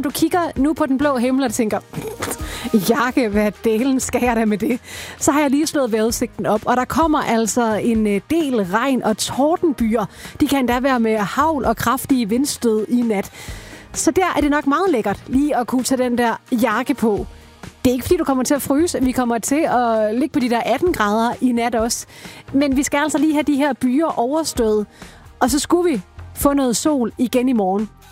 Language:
Danish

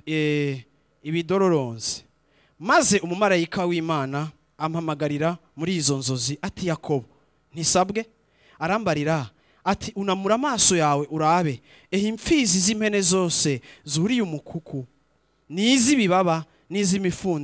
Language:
Rundi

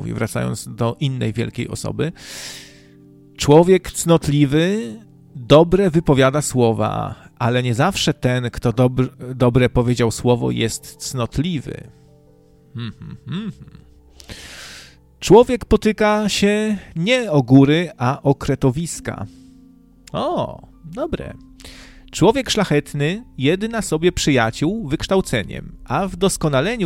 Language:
Polish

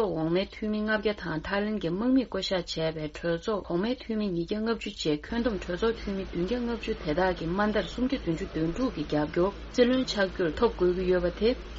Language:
Tibetan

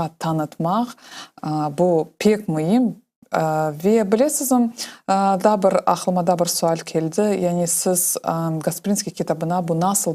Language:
Crimean Tatar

